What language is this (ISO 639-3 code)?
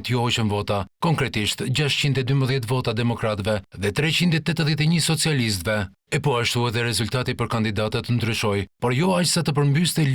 sqi